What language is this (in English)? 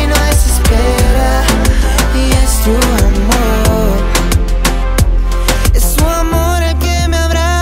Spanish